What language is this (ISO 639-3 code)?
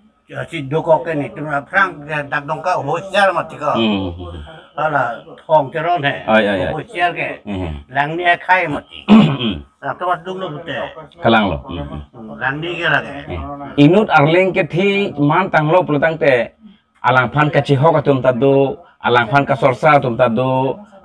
mjw